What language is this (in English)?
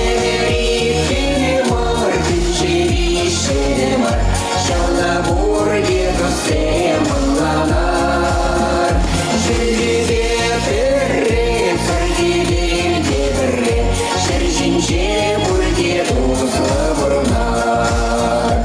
Chuvash